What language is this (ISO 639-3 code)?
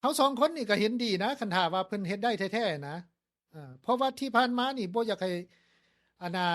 lao